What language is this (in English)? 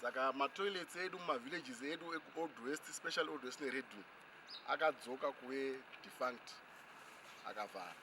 Shona